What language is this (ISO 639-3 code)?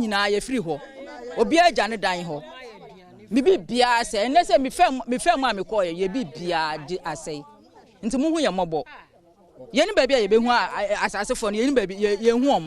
aka